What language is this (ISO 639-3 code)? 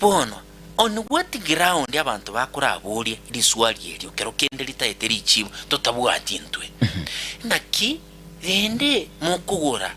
guz